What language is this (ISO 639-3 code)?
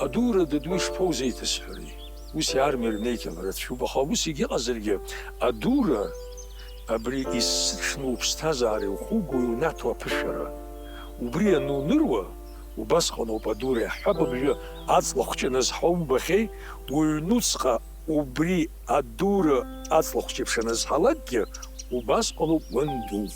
abk